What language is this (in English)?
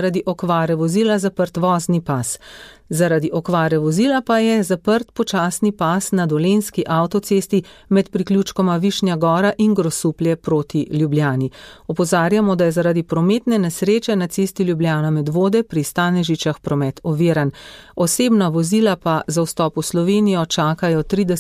Slovenian